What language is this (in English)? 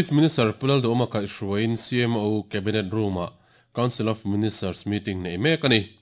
Mizo